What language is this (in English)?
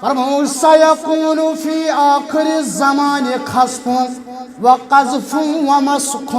Kashmiri